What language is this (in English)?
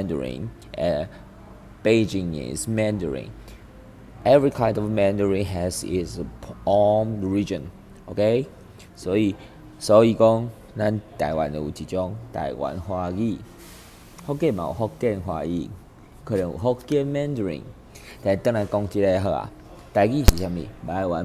Min Nan Chinese